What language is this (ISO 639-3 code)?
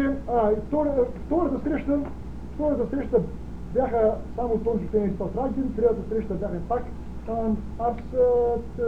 bul